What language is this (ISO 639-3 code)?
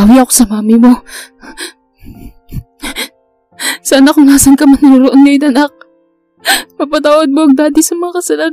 fil